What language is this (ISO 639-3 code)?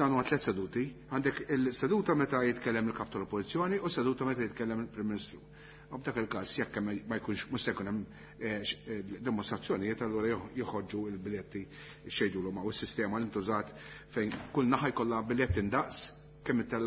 mlt